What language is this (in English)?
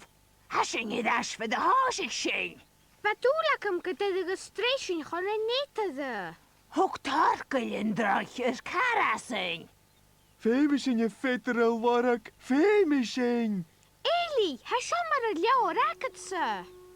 Scottish Gaelic